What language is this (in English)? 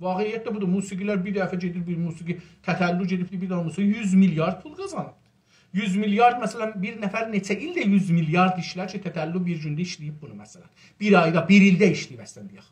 South Azerbaijani